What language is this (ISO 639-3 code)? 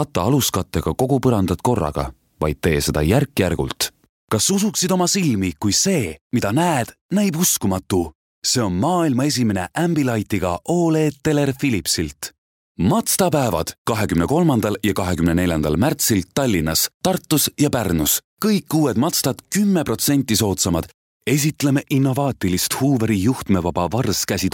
est